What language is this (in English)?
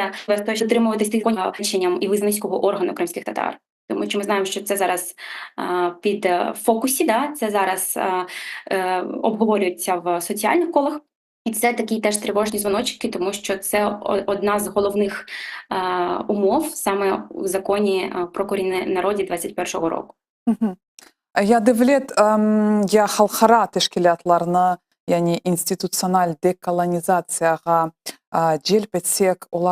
Crimean Tatar